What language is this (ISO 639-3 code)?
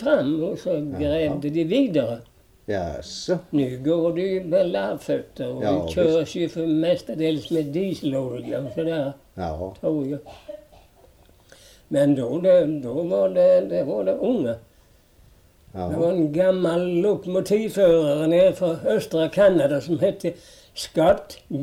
swe